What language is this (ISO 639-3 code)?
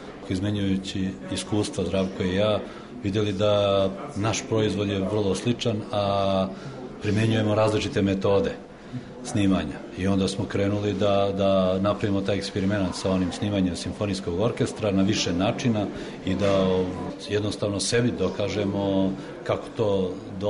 srp